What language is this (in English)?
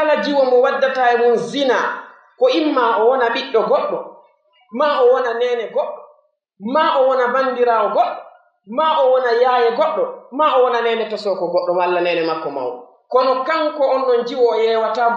Pular